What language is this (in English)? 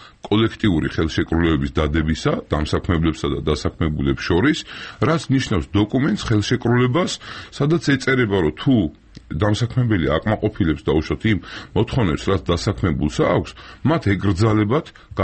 Georgian